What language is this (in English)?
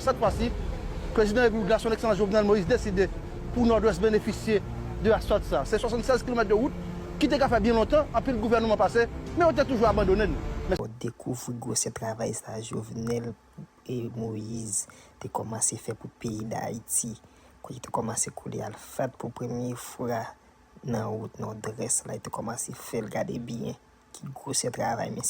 Haitian Creole